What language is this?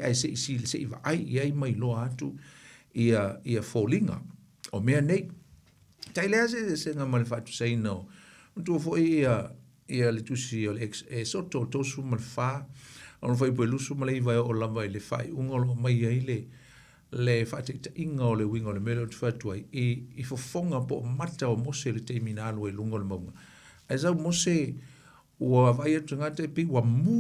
Samoan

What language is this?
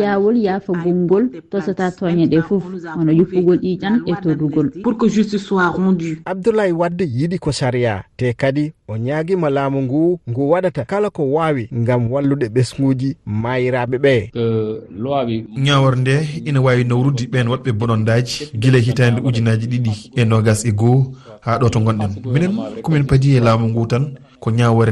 Fula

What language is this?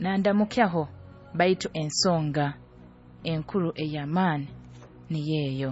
Nyoro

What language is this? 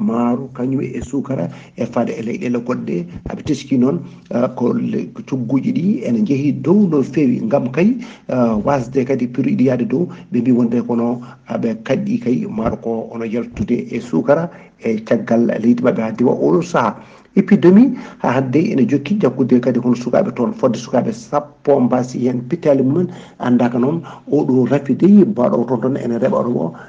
Fula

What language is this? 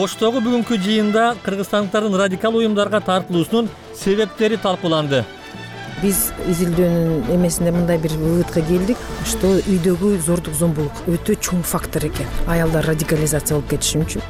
Kyrgyz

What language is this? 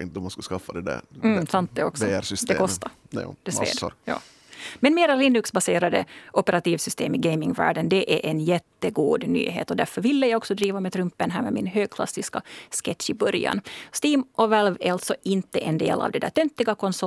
Swedish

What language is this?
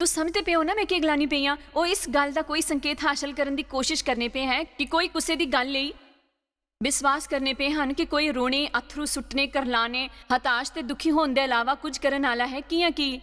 Dogri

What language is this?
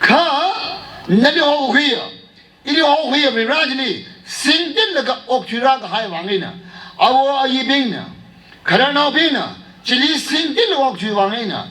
Tangkhul Naga (India)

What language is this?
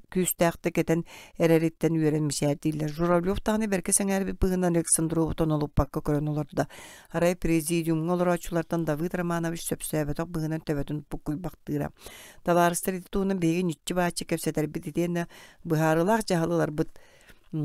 Yakut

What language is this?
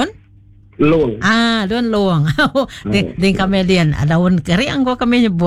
Iban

